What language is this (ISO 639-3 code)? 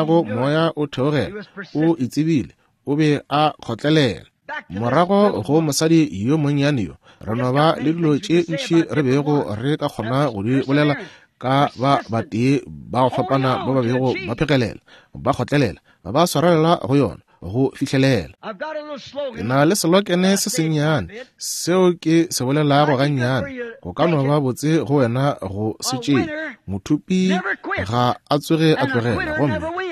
nso